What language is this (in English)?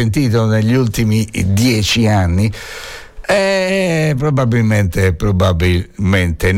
Italian